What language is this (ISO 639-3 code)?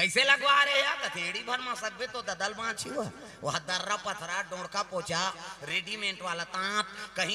hne